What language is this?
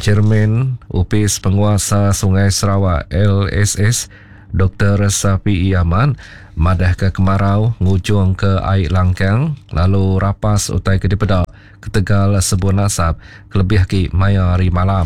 Iban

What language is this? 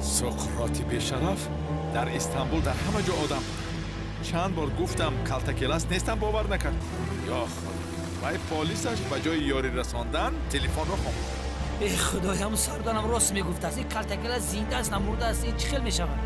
Tajik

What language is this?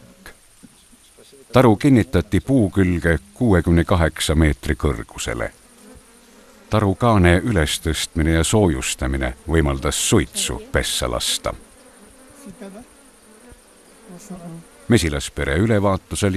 Estonian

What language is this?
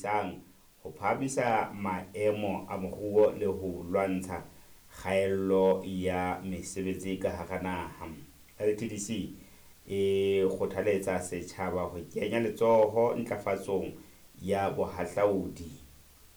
Southern Sotho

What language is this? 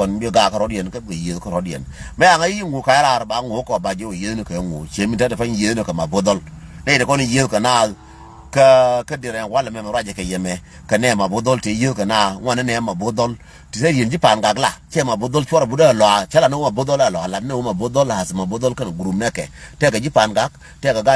Nuer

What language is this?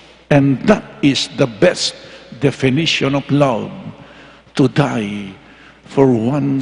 Pampanga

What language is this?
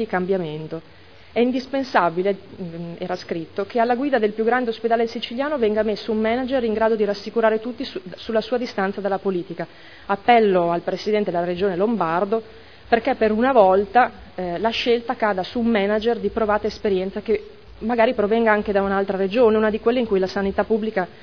Italian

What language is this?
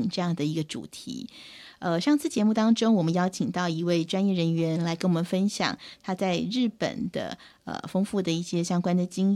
Chinese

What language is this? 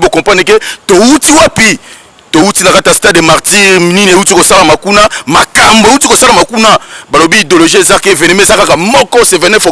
Lingala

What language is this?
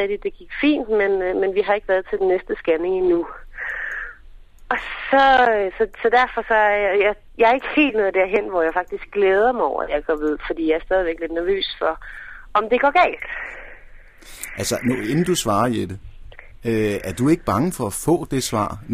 Danish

